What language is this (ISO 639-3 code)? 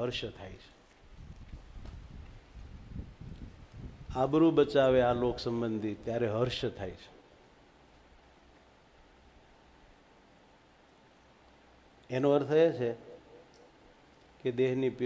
guj